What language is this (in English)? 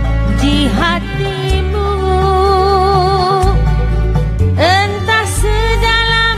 Indonesian